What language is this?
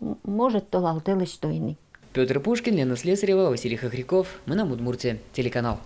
Udmurt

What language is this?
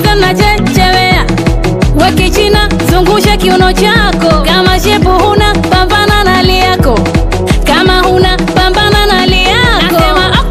Swahili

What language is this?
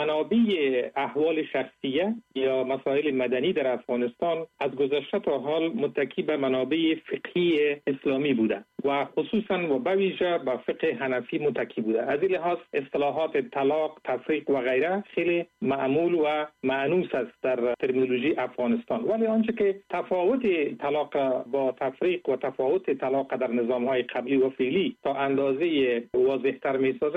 Persian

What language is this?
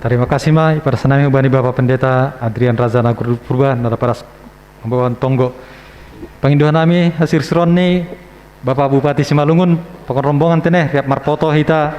Batak Simalungun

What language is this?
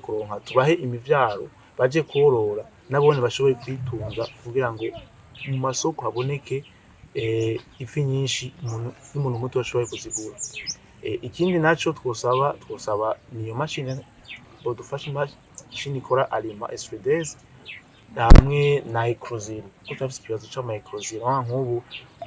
Rundi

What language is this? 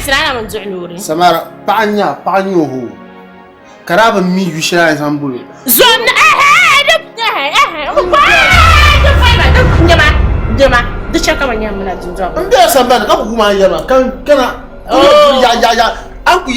Dagbani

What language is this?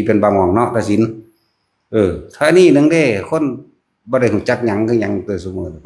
Northeastern Thai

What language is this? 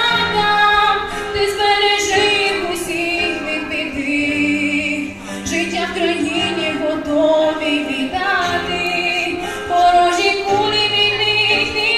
Ukrainian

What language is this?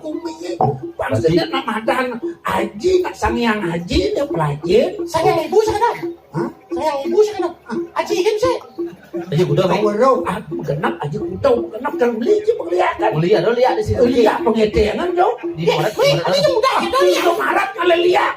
Balinese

